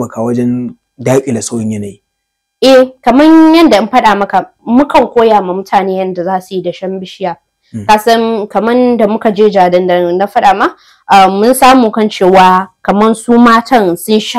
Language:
Hausa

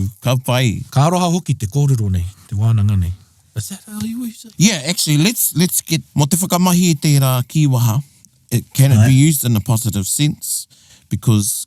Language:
Māori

